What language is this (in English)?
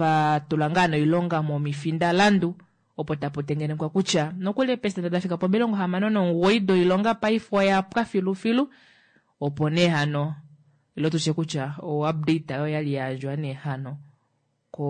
Kuanyama